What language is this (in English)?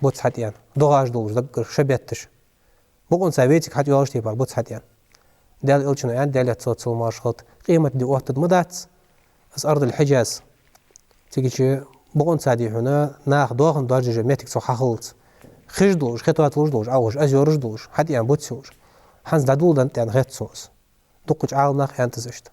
Ingush